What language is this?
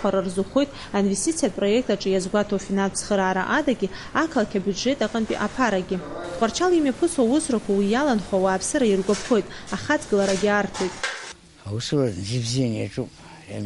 Abkhazian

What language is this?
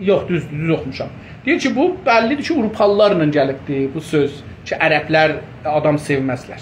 South Azerbaijani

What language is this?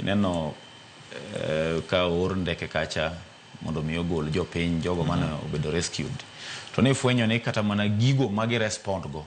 Luo (Kenya and Tanzania)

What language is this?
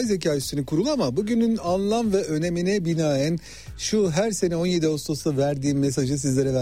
Turkish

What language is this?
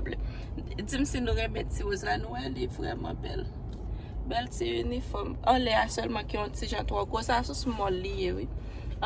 Haitian Creole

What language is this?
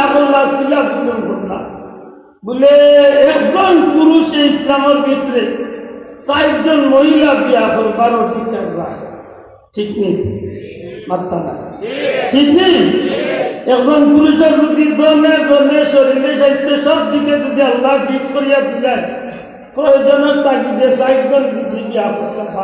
Sylheti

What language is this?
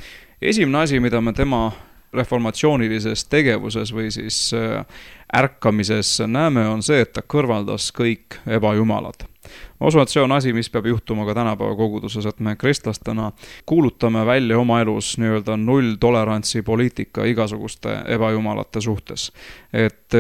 Estonian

